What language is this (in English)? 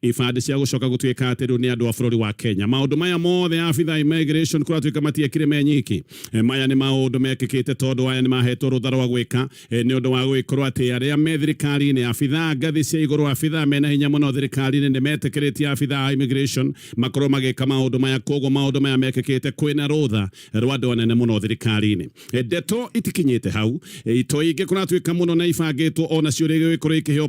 Kikuyu